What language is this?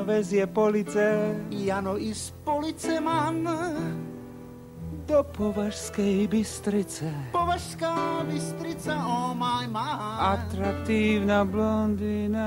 Slovak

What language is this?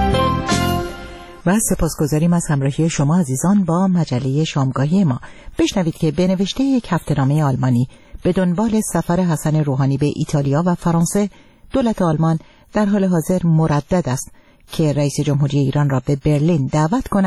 Persian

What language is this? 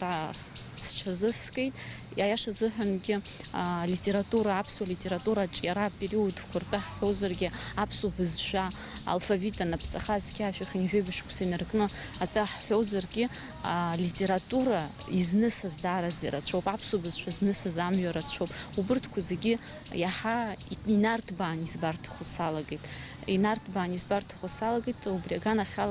Abkhazian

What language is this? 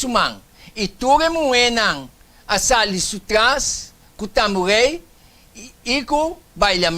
Papiamento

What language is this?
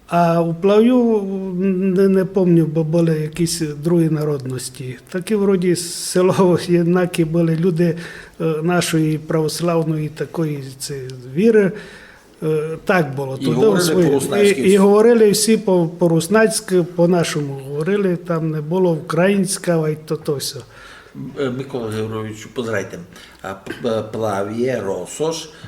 Rusyn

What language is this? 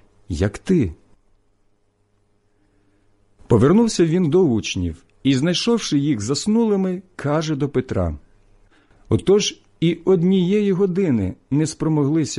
Ukrainian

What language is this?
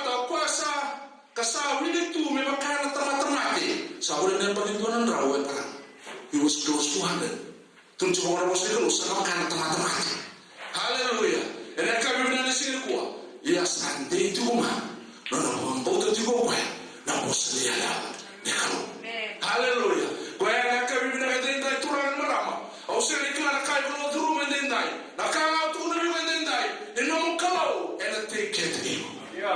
Fijian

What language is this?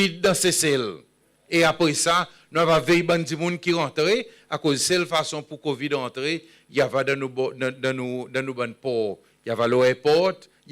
Seselwa Creole French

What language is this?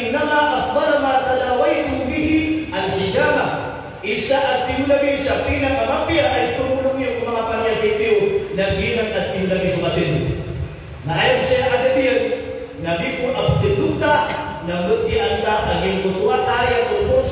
Maranao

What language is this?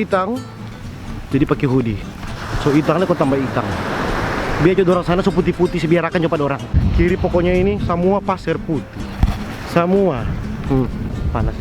Manado Malay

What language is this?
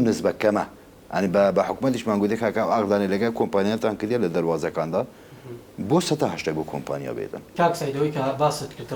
Central Kurdish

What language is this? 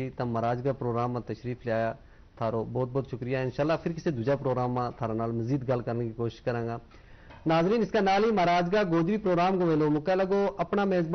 Gujari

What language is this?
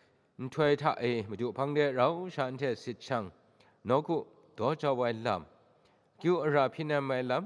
Kachin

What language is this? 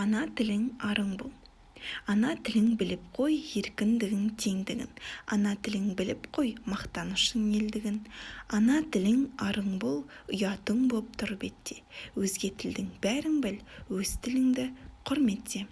Kazakh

